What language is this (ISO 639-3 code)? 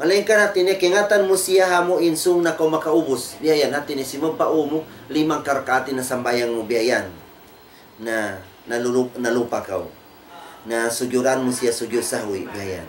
tsg